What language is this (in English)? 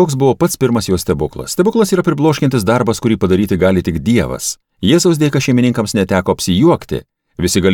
Lithuanian